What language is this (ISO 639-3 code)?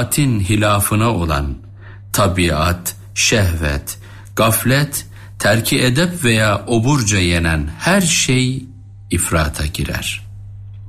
tur